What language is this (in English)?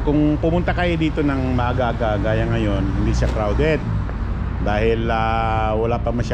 Filipino